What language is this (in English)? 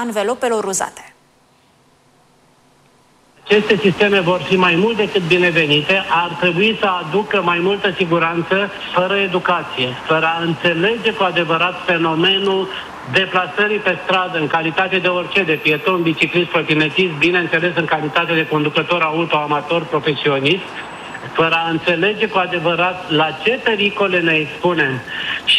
Romanian